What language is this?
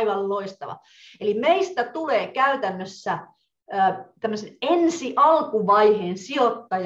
Finnish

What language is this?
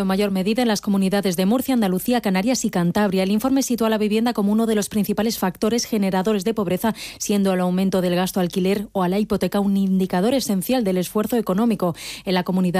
Spanish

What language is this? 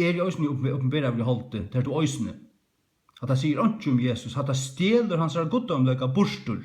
Faroese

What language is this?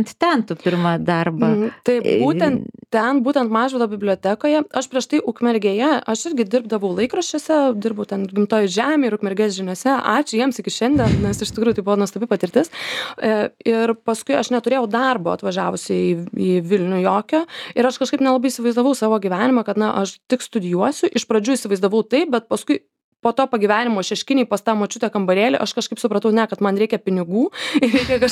Lithuanian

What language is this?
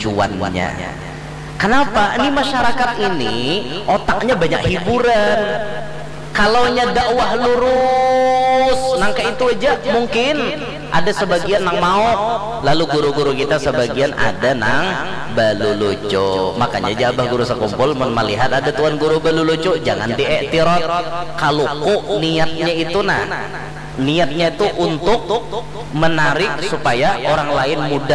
Banjar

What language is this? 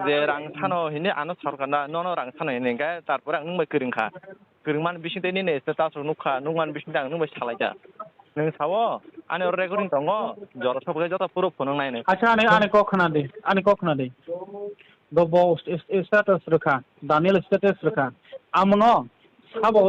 Kok Borok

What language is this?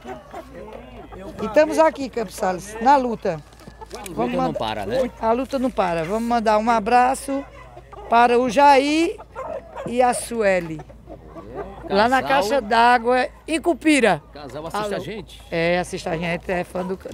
Portuguese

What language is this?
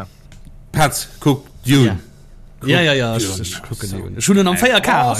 Luxembourgish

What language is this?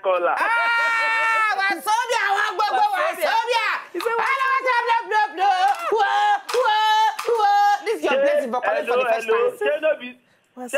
Nigerian Pidgin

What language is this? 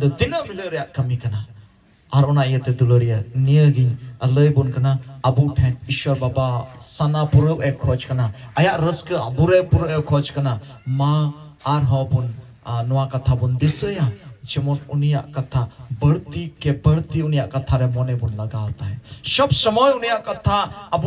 Santali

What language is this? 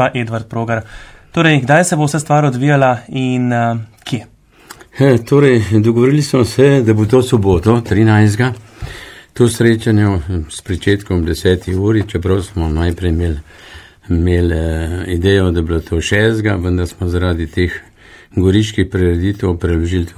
Slovenian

